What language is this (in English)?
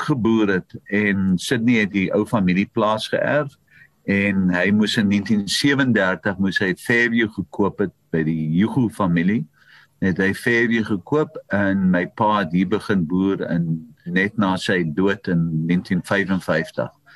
Afrikaans